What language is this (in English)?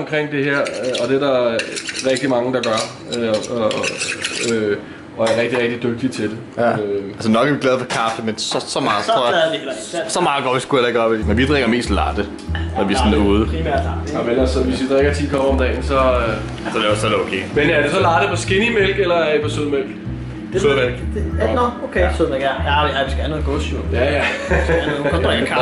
Danish